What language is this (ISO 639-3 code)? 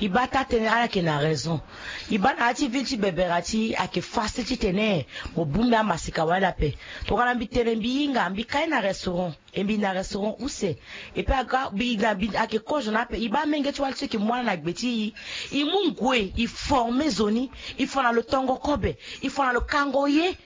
sag